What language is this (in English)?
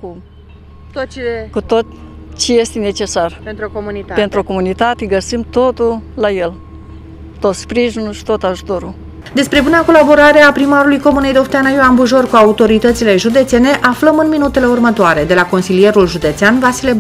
Romanian